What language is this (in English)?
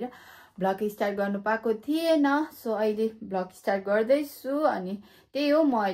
Nepali